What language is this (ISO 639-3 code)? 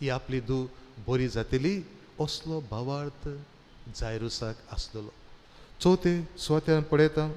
kok